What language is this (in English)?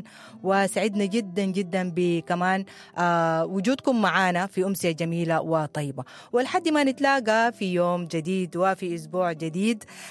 Sudanese Arabic